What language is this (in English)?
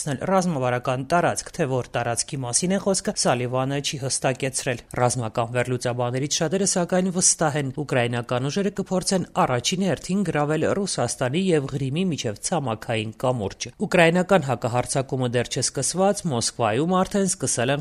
Armenian